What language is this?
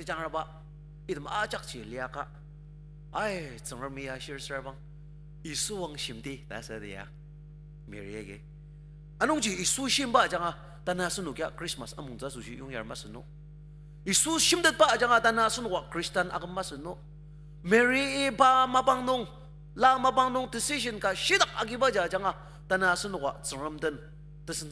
Ao Naga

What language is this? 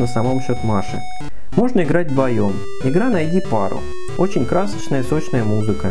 Russian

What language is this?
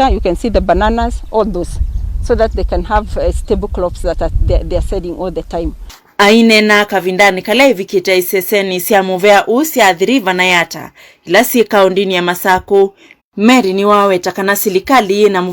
Kamba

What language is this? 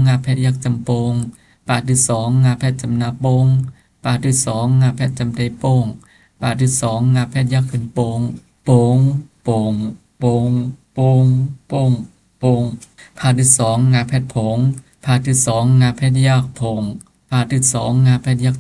Shan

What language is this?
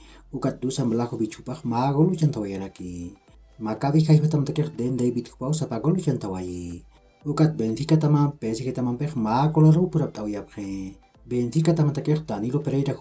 Aymara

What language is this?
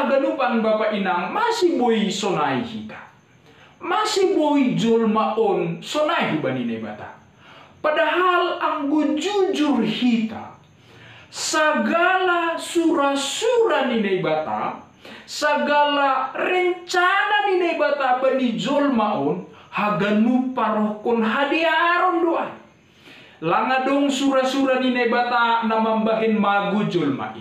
Batak Simalungun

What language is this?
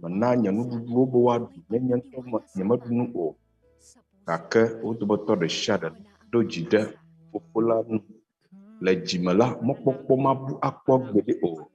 Ewe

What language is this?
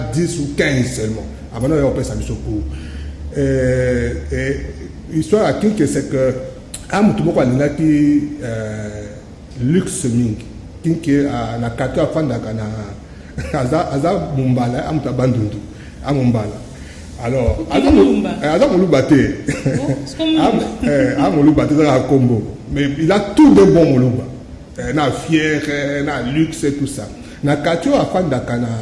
Lingala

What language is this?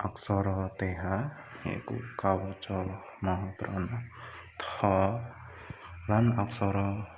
Javanese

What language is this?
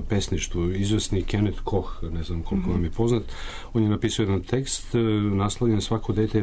Serbian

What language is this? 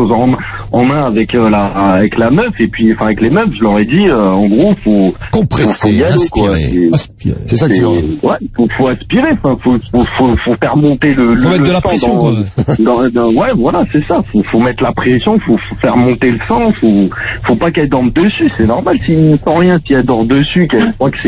French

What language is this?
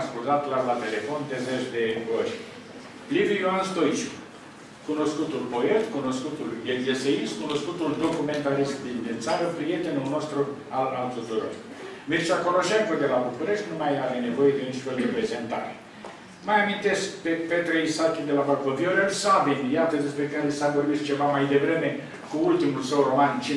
Romanian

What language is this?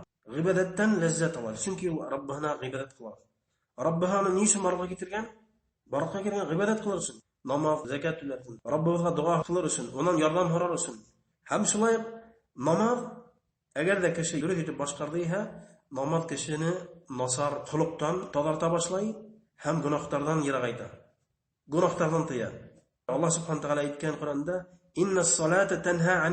Bashkir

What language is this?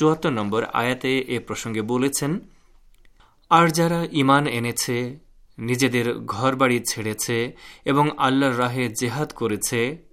Bangla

